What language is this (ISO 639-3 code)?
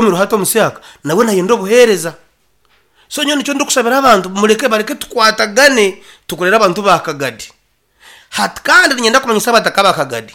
nyn